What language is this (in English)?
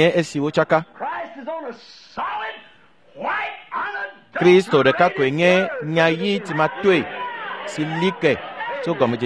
Ewe